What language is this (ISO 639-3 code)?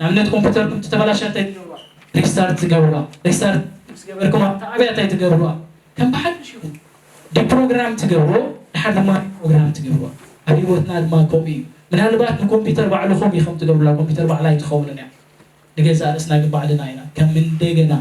tir